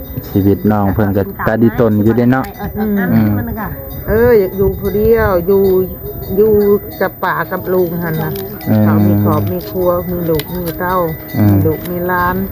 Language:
Lao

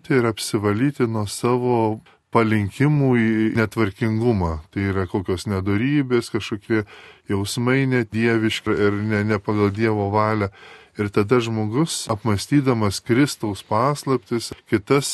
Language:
Lithuanian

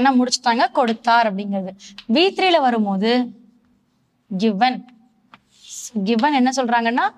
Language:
Tamil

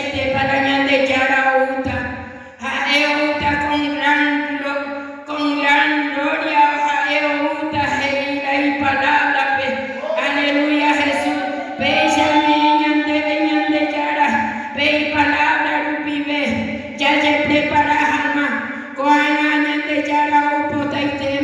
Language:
Guarani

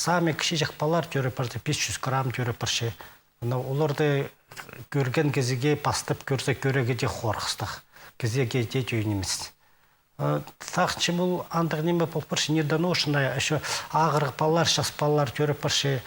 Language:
Khakas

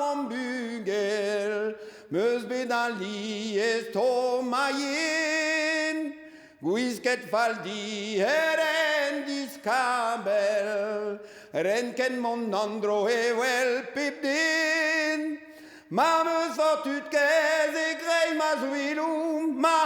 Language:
Breton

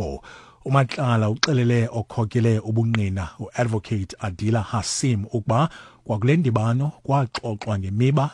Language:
Xhosa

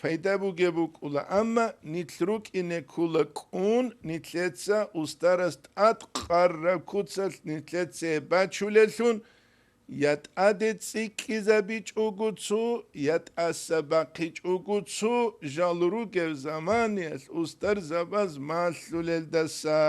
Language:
Avaric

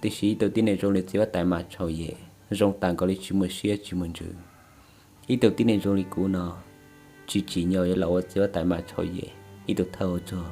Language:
Hmong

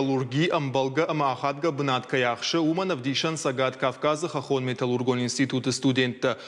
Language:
Ossetic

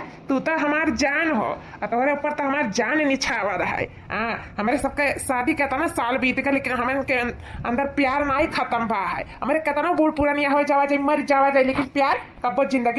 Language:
Awadhi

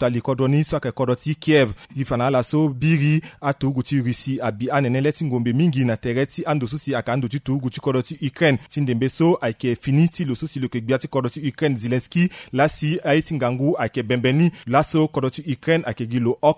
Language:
Sango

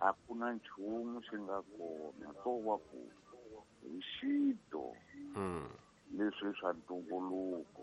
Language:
Tsonga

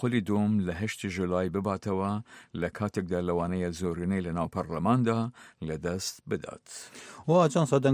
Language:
Central Kurdish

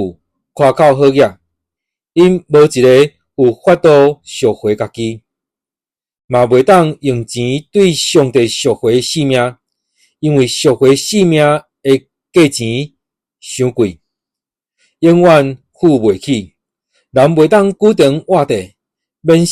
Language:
Min Nan Chinese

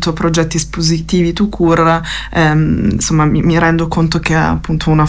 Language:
Italian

